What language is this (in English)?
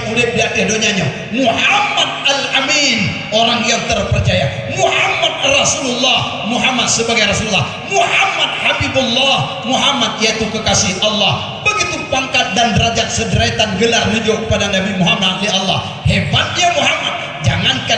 Achinese